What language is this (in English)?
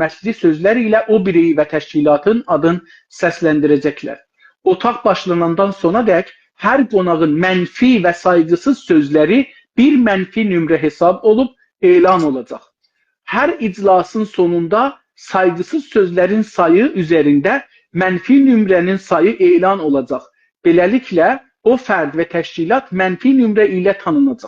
South Azerbaijani